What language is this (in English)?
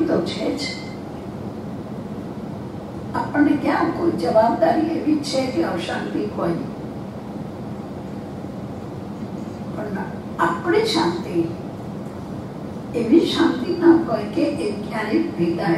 Gujarati